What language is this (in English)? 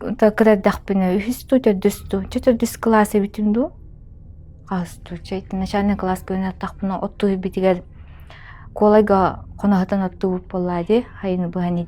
Yakut